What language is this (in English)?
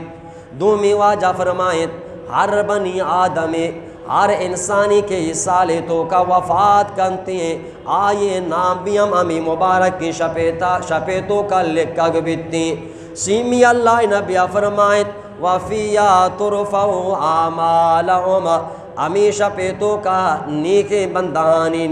Eastern Balochi